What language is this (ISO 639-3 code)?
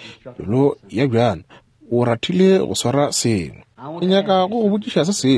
nso